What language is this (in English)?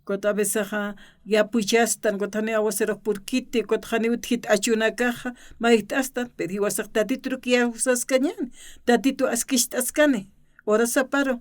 Aymara